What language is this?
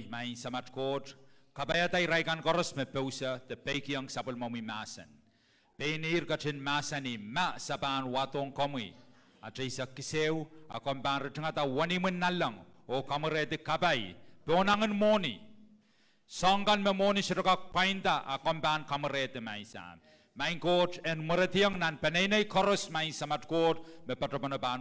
Pohnpeian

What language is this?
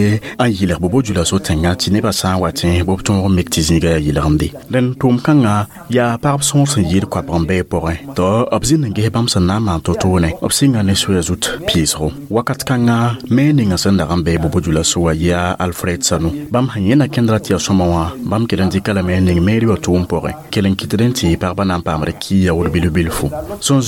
Mossi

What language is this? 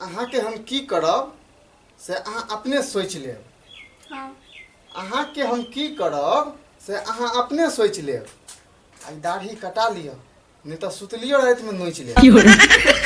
Maithili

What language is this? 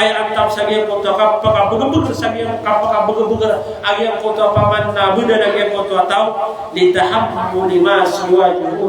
Maranao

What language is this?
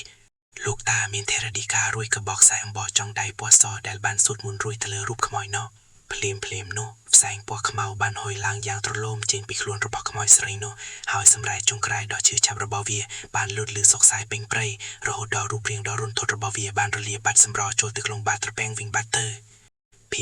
Khmer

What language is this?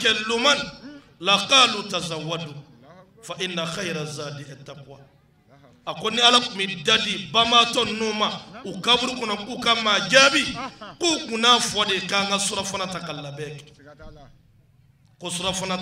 Bambara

